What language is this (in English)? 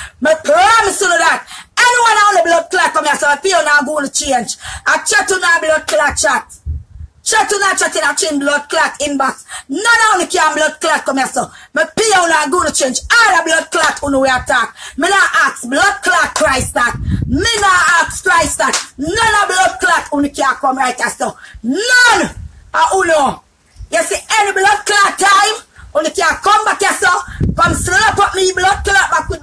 Jamaican Creole English